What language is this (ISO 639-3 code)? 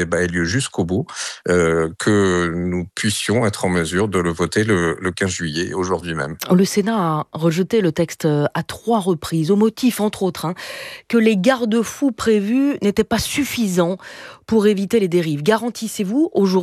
fra